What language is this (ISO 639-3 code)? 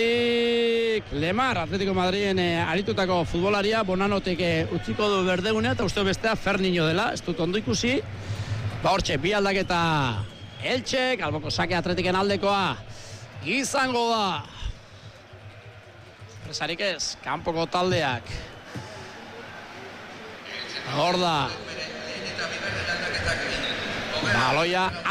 eus